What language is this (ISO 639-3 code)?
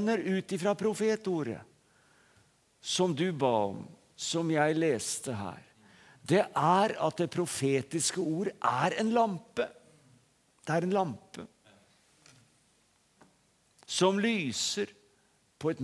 nor